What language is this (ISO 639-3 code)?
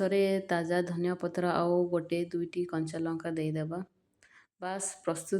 ori